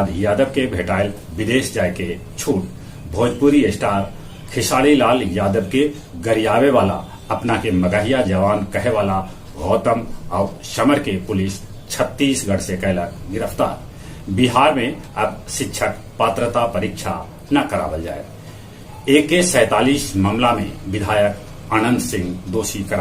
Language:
Magahi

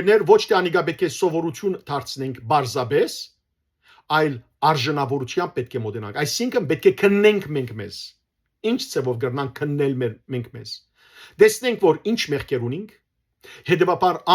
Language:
Western Armenian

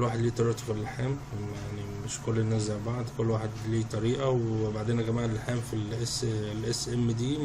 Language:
Egyptian Arabic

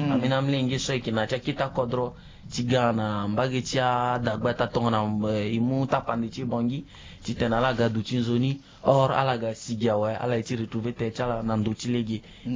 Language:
Sango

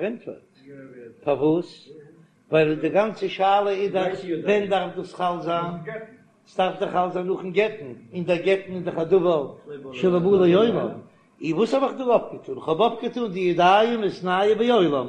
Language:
Yiddish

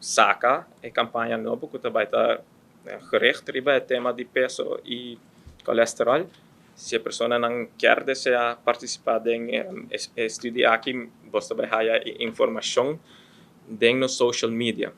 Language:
Papiamento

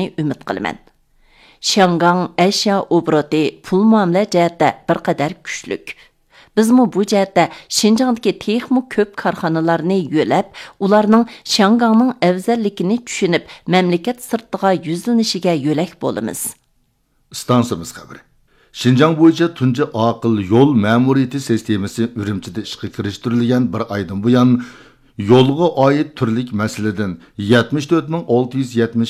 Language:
Uyghur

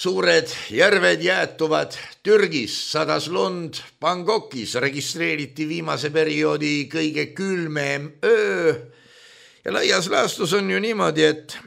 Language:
Estonian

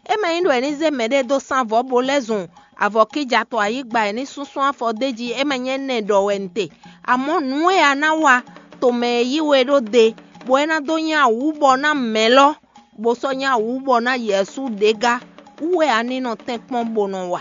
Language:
Fon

